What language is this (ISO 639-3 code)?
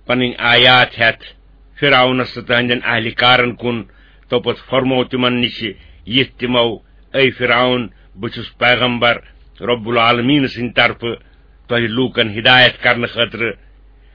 kas